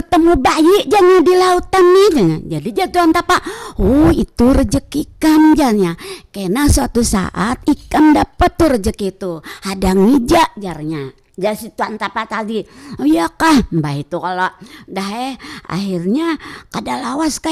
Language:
Banjar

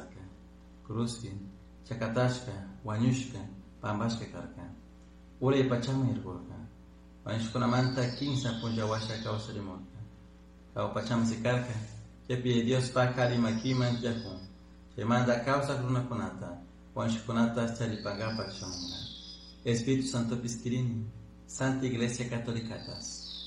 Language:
Chimborazo Highland Quichua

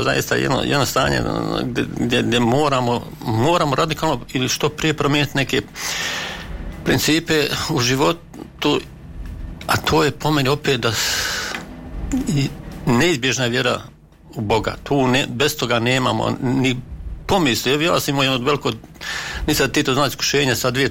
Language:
Bosnian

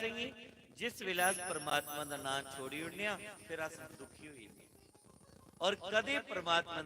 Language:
Dogri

